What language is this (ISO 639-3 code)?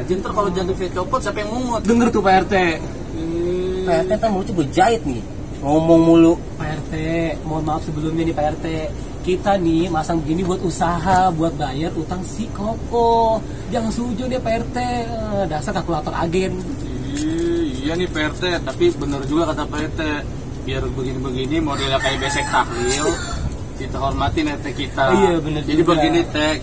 bew